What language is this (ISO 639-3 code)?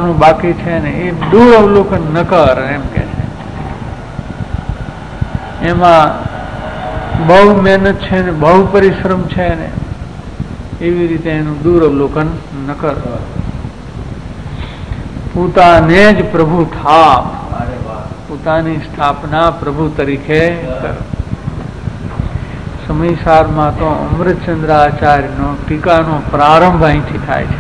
guj